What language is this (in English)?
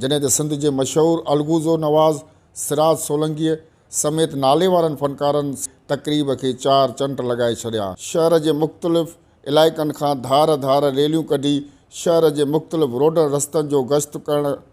Sindhi